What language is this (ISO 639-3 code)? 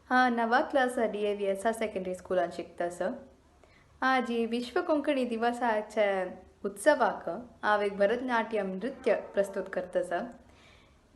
kok